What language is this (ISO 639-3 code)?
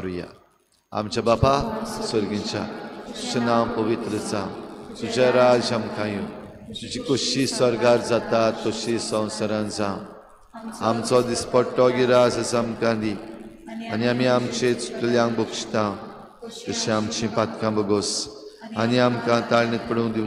kok